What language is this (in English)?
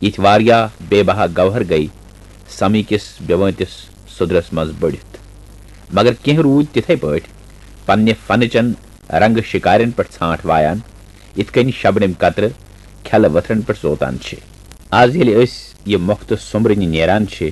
Kashmiri